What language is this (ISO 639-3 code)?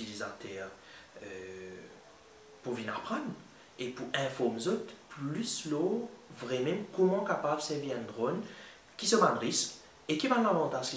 mfe